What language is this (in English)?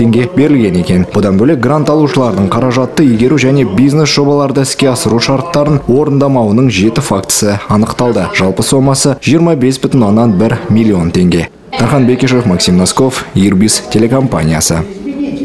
Kazakh